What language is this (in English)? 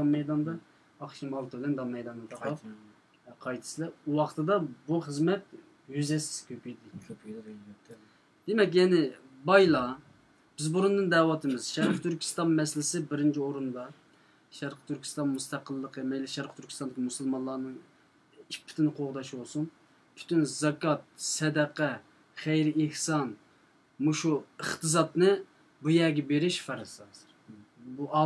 Uyghur